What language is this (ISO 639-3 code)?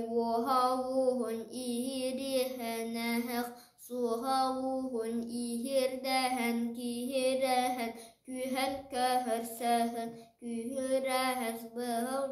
sah